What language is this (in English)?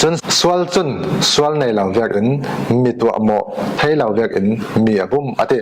Falam Chin